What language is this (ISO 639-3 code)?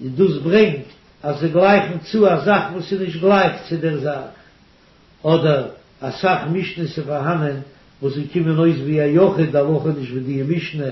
yid